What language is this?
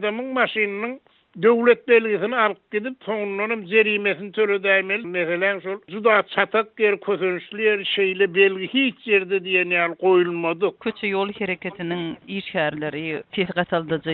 Turkmen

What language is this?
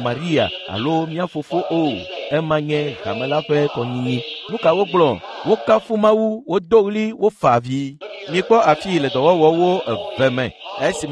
Ewe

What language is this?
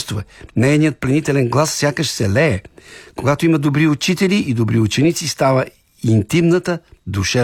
Bulgarian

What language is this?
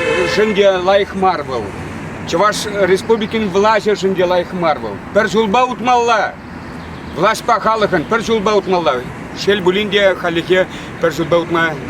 Chuvash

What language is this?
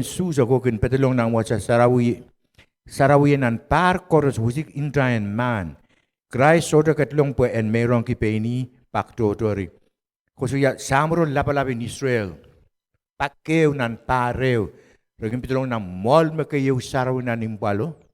Pohnpeian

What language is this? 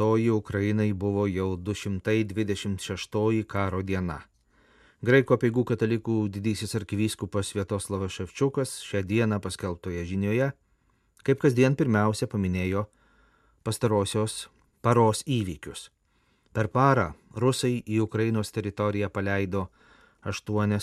Lithuanian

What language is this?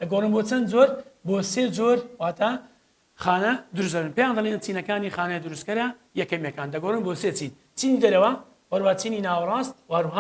Central Kurdish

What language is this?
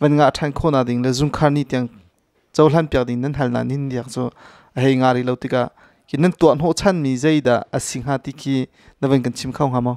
Hakha Chin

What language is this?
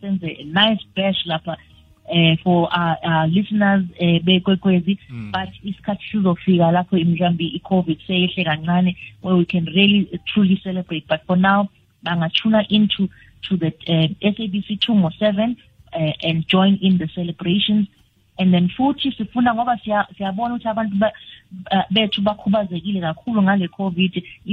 South Ndebele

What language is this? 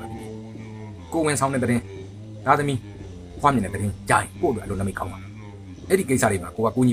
Burmese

